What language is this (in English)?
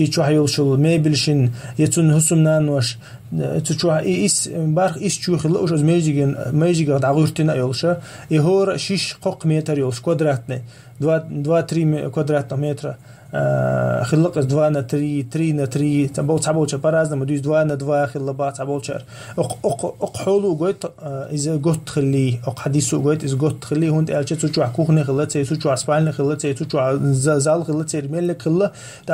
Chechen